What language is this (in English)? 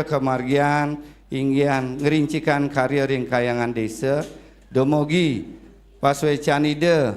Balinese